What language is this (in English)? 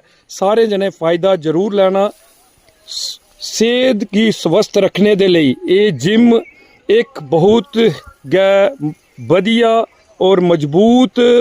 Dogri